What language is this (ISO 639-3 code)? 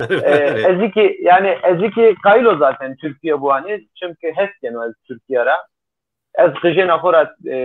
zza